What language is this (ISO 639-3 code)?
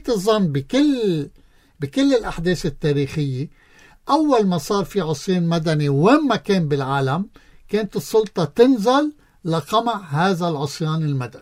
apc